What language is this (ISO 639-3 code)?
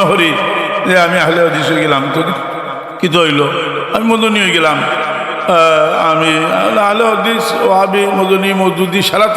syl